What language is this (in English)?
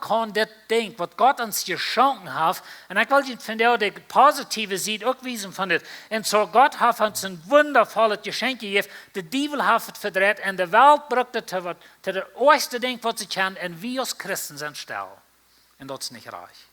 Plautdietsch